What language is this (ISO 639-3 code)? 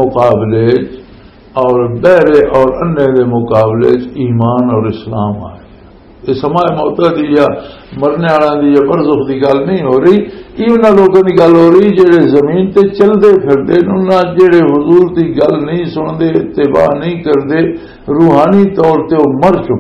lah